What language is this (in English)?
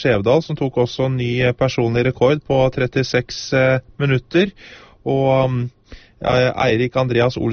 Norwegian